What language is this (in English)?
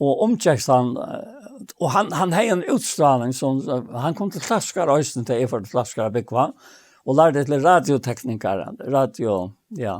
Faroese